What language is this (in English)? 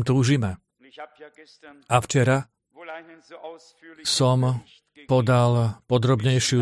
Slovak